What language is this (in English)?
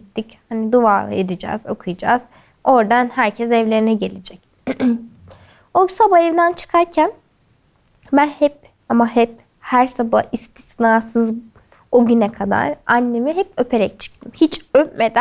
Turkish